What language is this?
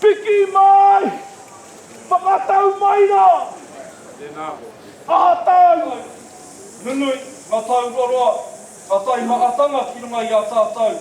Māori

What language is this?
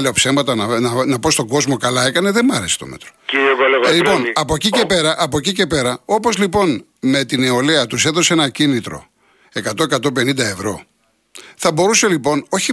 Greek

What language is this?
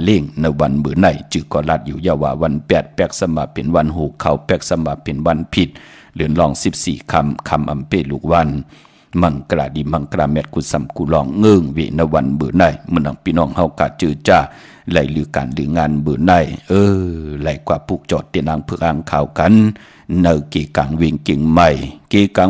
Shan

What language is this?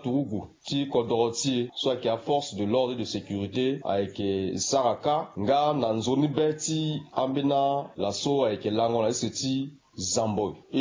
Sango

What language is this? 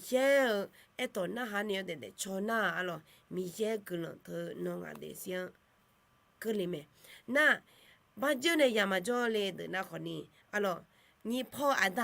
Akha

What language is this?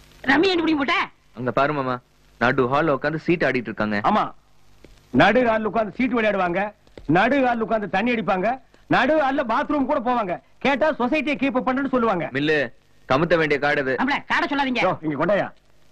Tamil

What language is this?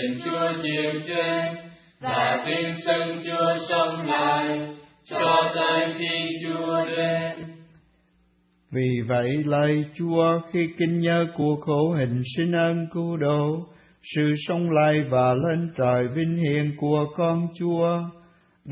Vietnamese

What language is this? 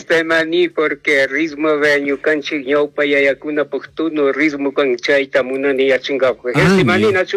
Chimborazo Highland Quichua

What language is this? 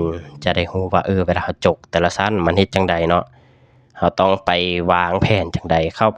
Lao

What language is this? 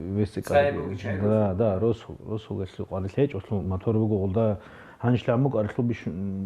Avaric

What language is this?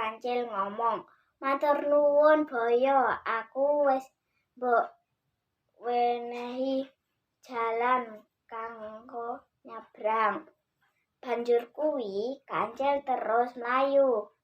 Javanese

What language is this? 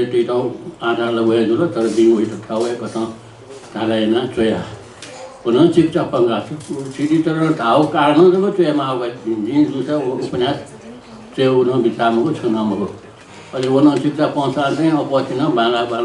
Newari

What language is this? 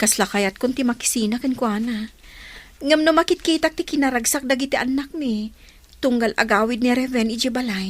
Iloko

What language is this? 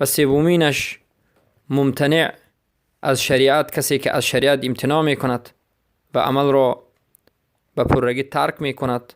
Persian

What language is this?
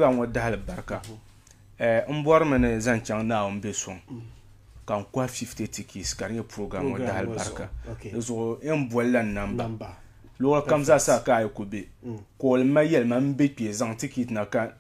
Dagbani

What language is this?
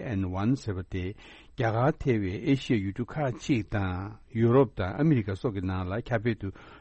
Tibetan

